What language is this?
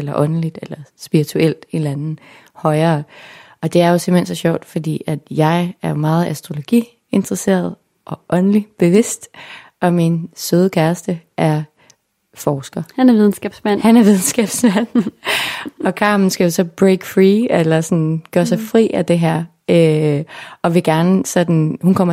Danish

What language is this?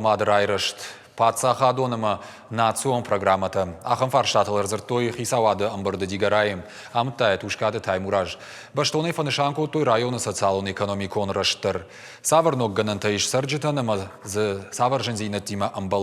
Ossetic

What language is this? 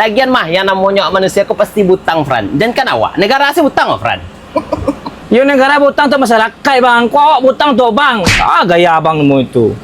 Minangkabau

